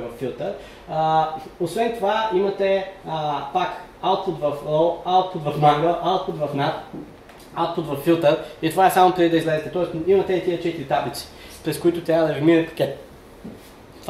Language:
Bulgarian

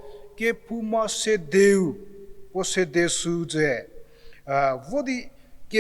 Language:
Angami Naga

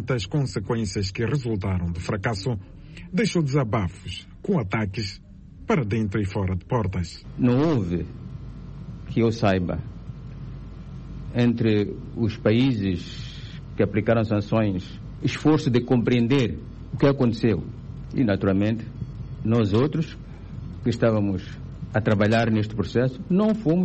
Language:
Portuguese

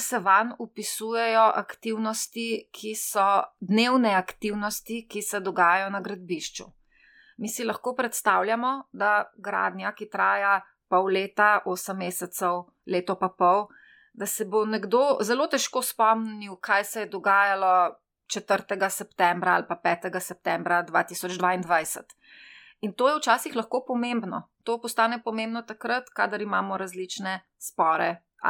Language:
Slovenian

